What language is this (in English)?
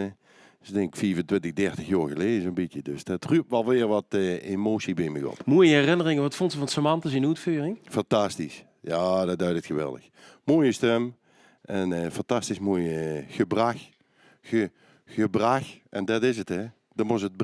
Limburgish